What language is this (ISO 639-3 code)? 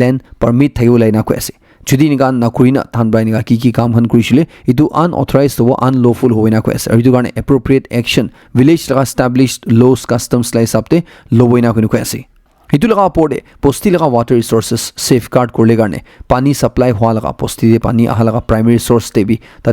nag